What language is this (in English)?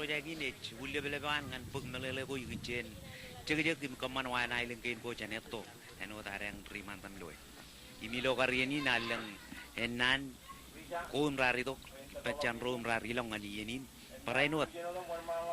Marshallese